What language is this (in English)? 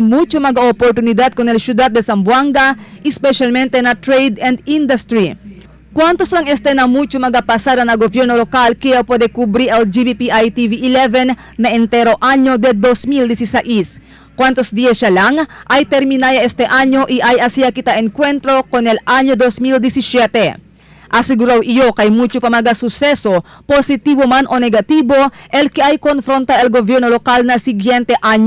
Chavacano